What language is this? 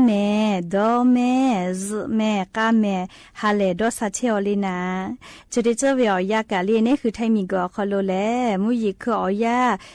Lahu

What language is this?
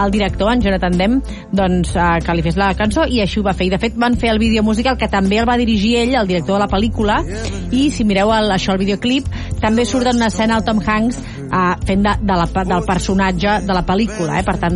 Catalan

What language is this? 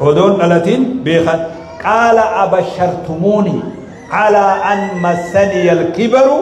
Oromo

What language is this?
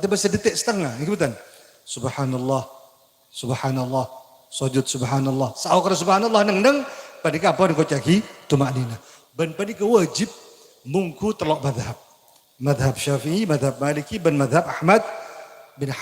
Madurese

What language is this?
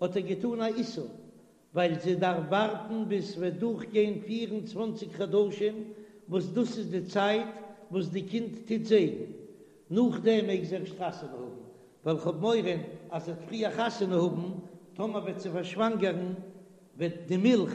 Yiddish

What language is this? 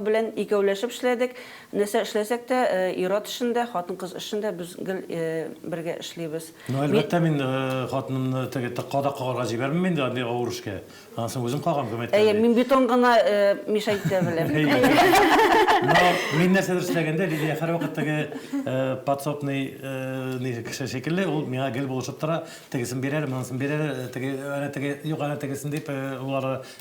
Tatar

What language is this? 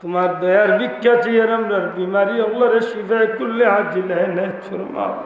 Sylheti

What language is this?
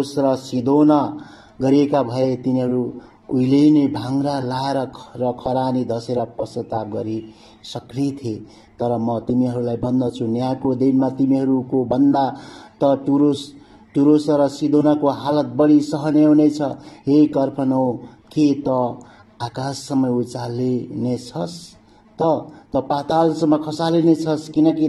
Nepali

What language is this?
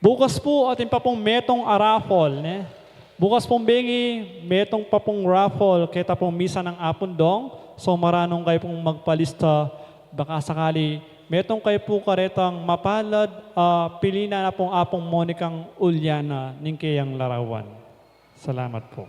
Pampanga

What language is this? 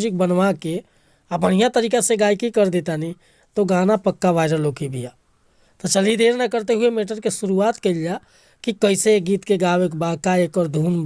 Bhojpuri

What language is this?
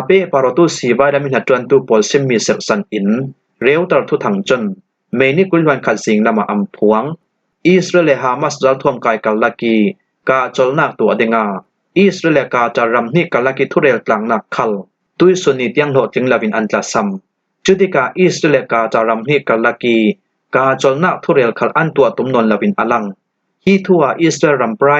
Falam Chin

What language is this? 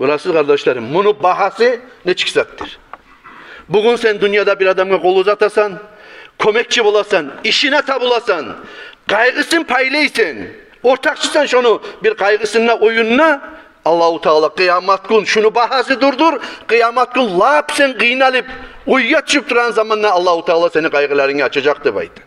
Kumyk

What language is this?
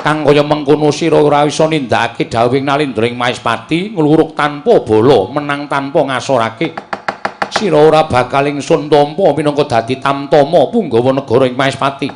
Javanese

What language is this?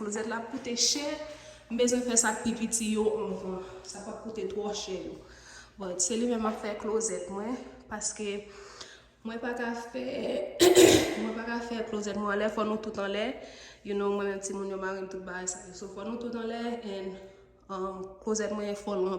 Haitian Creole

